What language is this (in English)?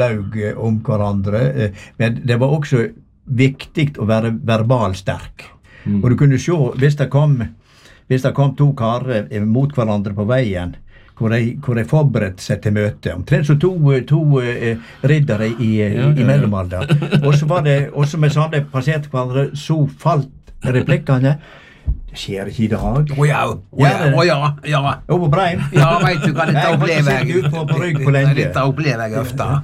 Norwegian